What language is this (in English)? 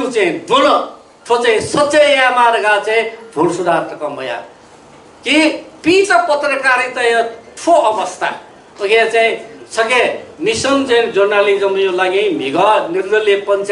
Newari